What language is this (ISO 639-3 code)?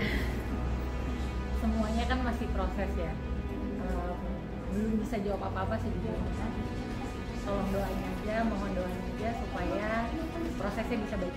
ind